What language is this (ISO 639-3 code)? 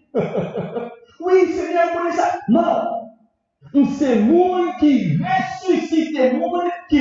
fra